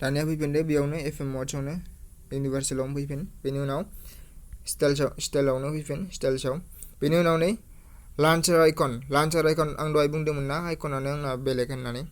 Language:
Bodo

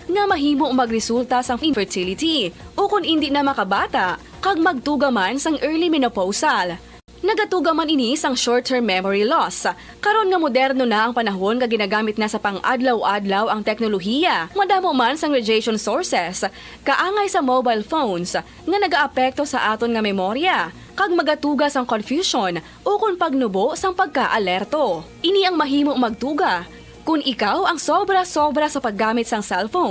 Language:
Hiligaynon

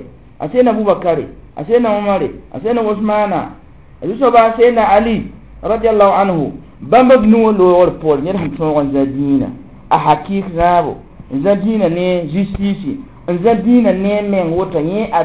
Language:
Mossi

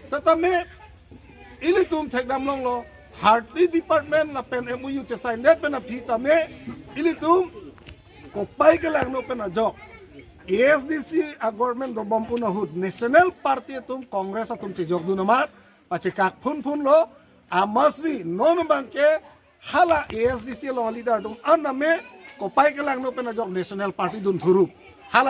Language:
Karbi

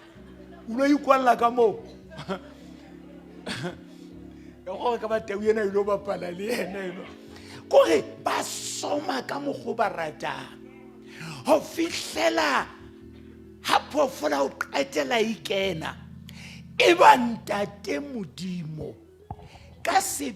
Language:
Southern Sotho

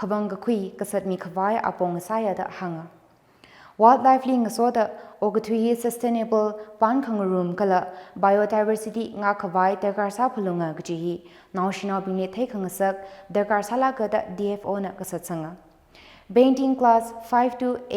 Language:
Tangkhul Naga (India)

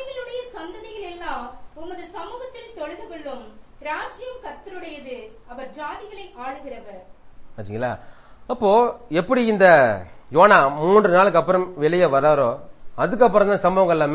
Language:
Tamil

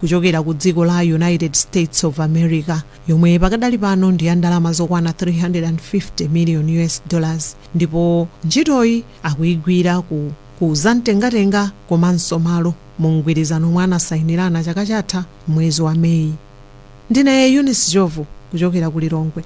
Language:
Nyanja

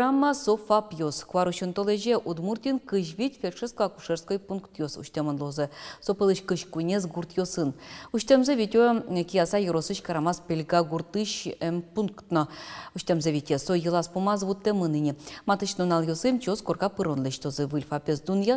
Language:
Udmurt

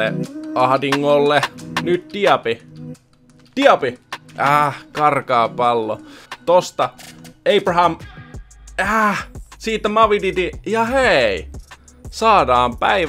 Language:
Finnish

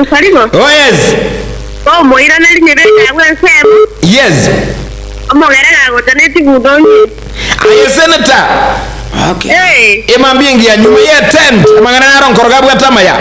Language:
Gusii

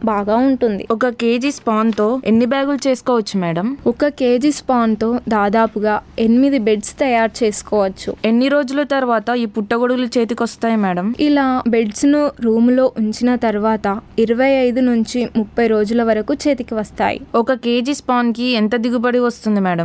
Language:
Telugu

